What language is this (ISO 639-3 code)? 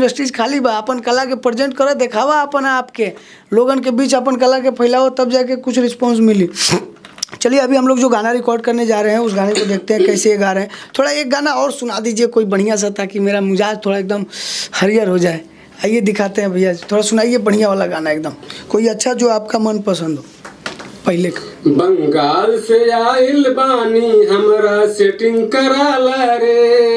bho